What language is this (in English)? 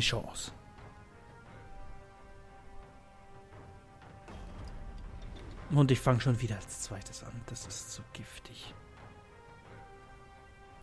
German